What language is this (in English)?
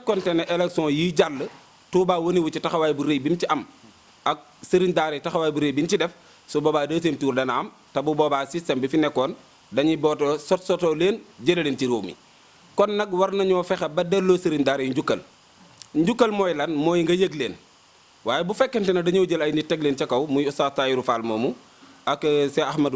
Wolof